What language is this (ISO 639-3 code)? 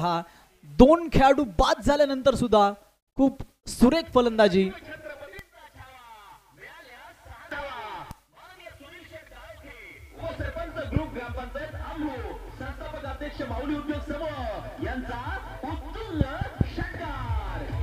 mar